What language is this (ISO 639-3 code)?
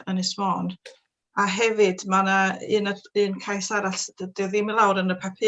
cym